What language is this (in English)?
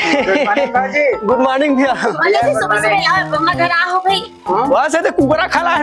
Chhattisgarhi